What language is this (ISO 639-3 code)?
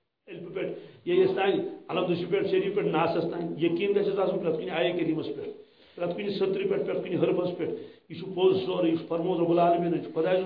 kas